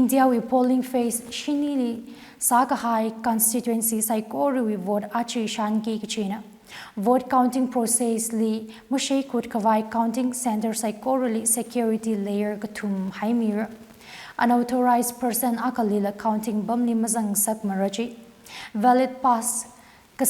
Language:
Tangkhul Naga (India)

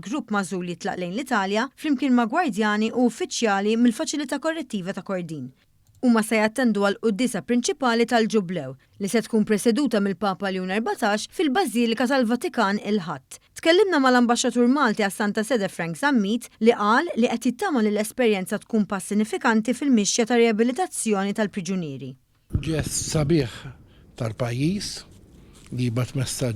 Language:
Maltese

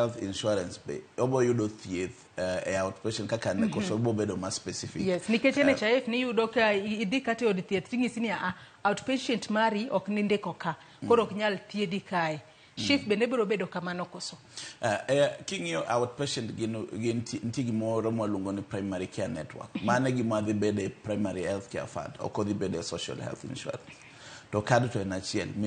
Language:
Luo (Kenya and Tanzania)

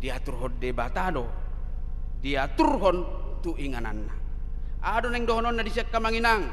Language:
Batak Toba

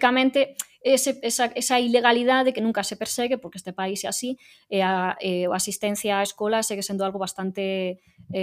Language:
Galician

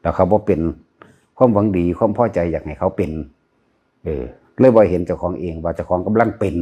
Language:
Northeastern Thai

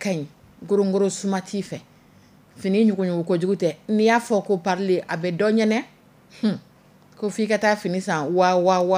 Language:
Dyula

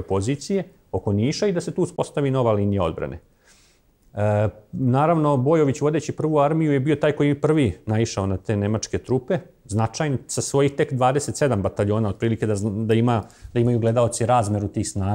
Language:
Serbian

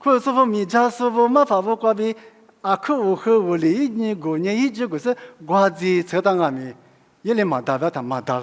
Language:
Lisu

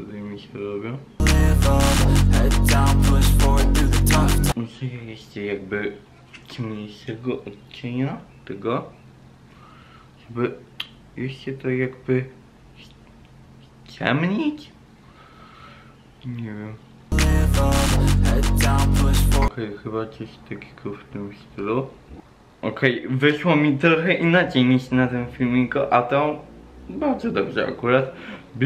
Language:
Polish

